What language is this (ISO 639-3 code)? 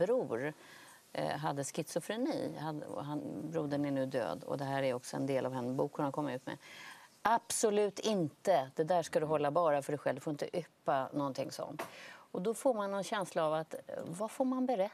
swe